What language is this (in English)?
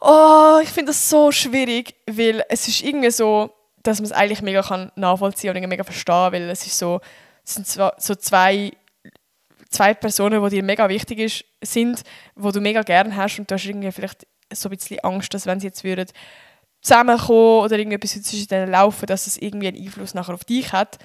Swiss German